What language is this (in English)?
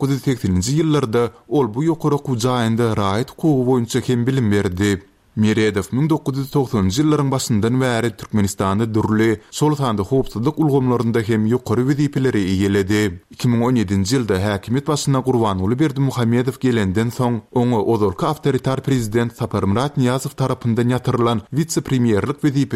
Turkmen